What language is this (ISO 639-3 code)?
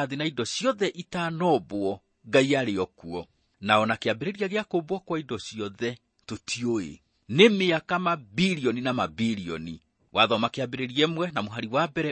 kik